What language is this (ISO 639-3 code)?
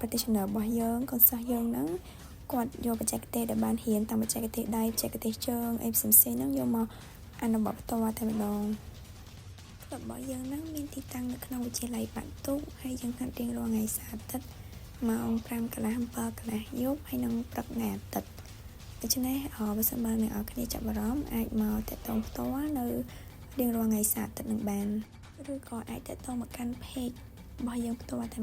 khm